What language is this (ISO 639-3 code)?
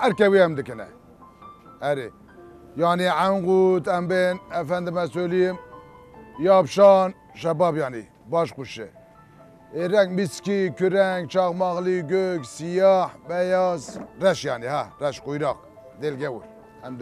kur